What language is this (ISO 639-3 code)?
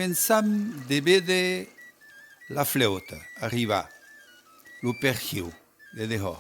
oci